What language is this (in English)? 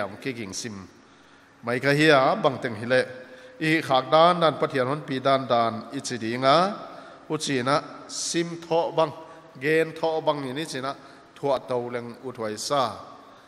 Paite Chin